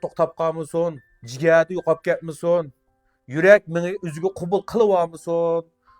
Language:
Uyghur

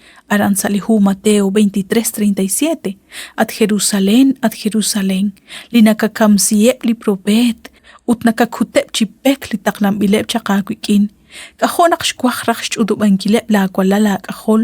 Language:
Kekchí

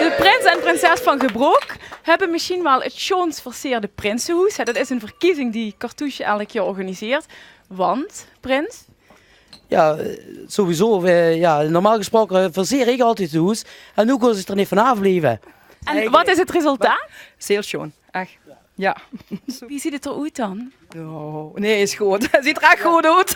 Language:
Limburgish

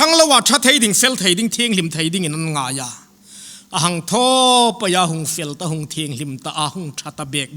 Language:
Hmar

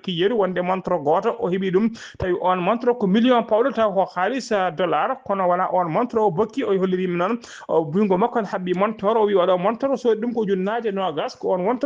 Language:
Fula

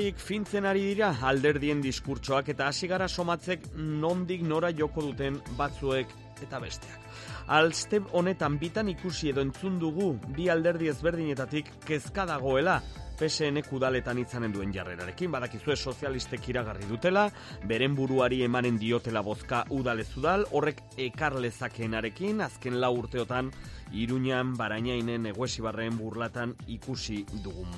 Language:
Basque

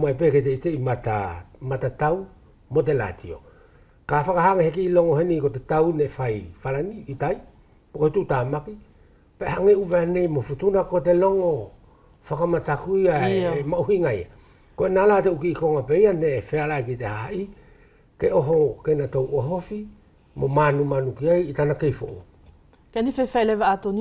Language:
Wallisian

